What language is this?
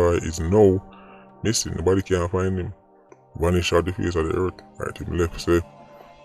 Jamaican Creole English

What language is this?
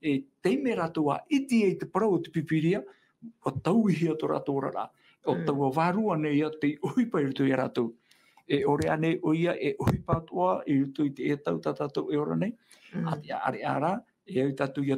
Tahitian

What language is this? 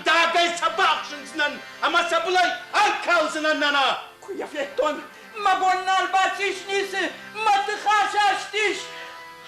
Ossetic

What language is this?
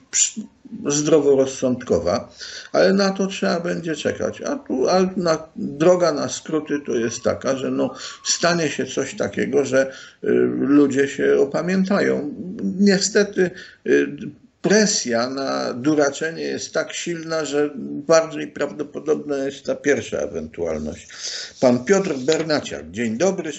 Polish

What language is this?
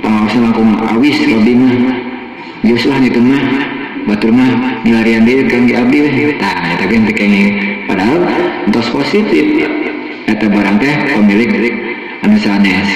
Sundanese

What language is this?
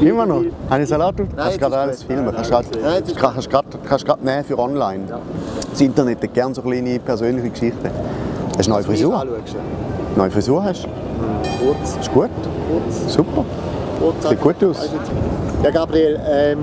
Swiss German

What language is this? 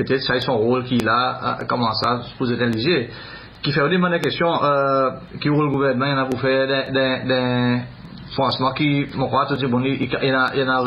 Seselwa Creole French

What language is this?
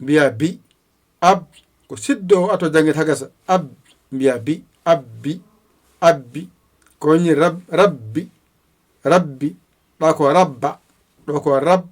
Fula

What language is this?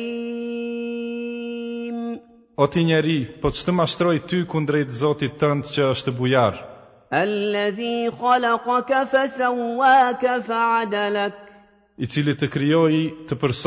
Albanian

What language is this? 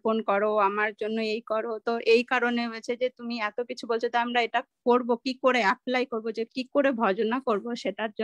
Bangla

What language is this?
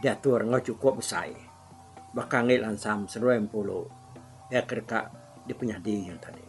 Iban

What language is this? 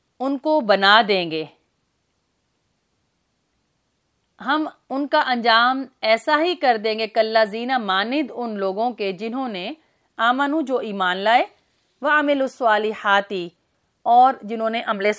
Urdu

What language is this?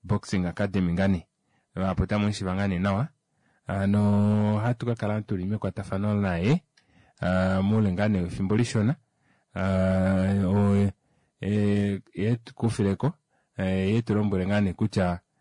Kuanyama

